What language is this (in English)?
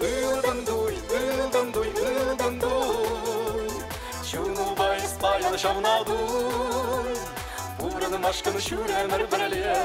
Chuvash